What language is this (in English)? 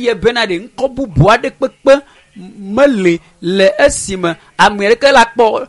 Ewe